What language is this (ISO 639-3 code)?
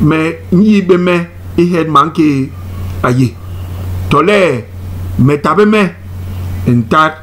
bas